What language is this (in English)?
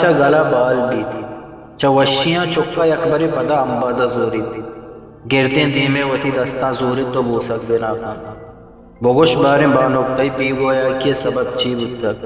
Eastern Balochi